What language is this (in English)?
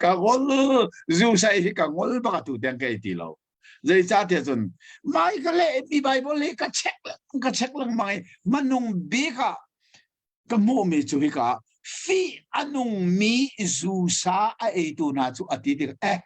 Hakha Chin